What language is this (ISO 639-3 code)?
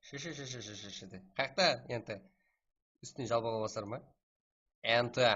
kaa